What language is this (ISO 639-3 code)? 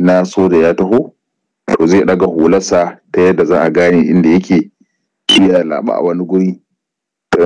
hau